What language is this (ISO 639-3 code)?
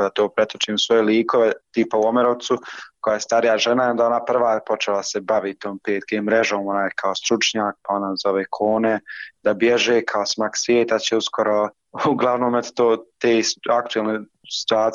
bos